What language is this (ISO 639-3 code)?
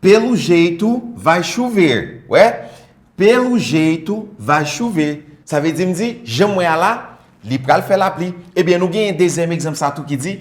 hat